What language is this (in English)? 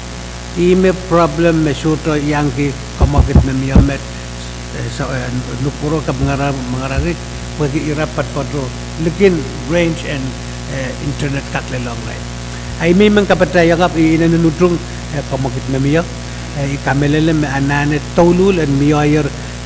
Pohnpeian